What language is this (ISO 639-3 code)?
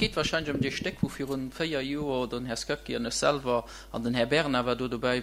ltz